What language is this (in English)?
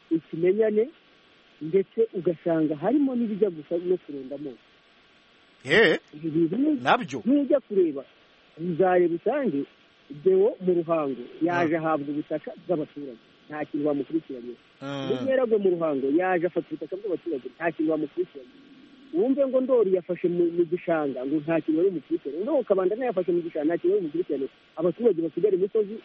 Kinyarwanda